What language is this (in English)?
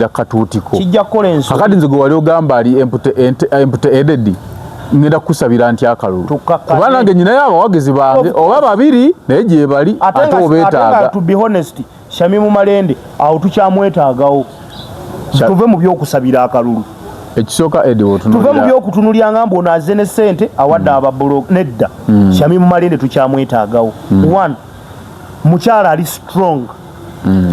Ganda